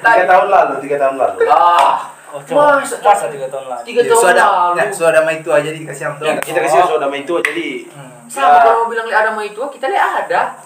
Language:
Manado Malay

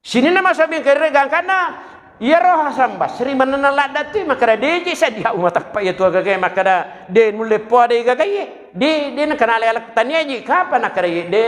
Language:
Buginese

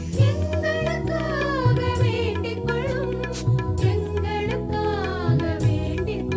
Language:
Tamil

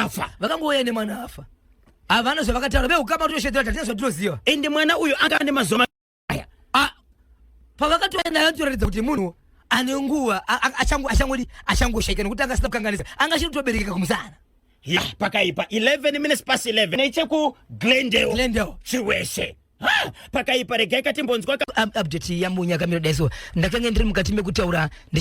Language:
Shona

